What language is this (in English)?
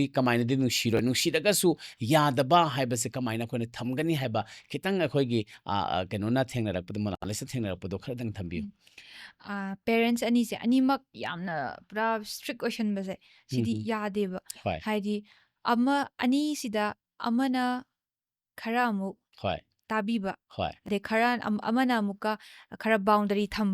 Manipuri